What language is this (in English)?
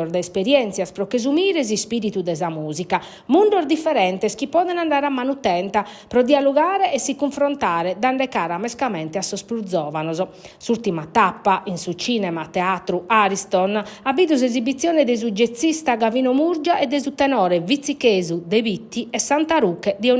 Sardinian